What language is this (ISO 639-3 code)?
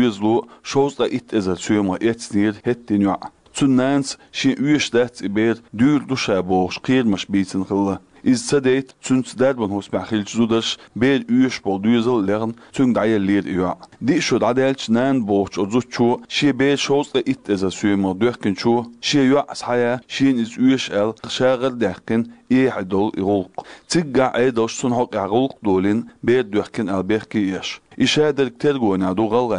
che